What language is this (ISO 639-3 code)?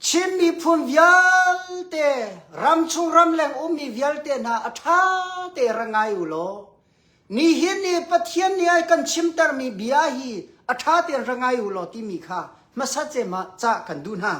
cnh